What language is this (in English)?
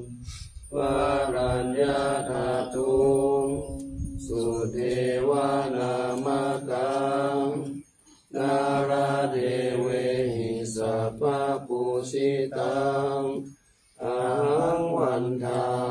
Pali